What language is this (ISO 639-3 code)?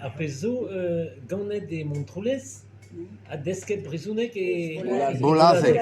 bre